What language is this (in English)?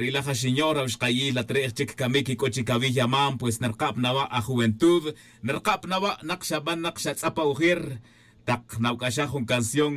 Tz'utujil